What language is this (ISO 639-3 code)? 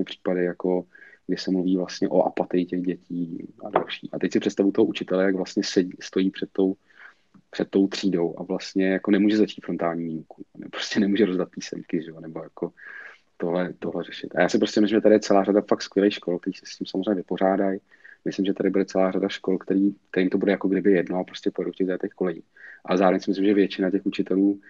ces